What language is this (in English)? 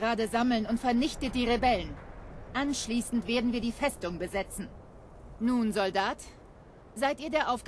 Bavarian